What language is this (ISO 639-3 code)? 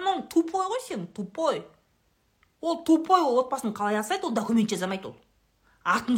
kaz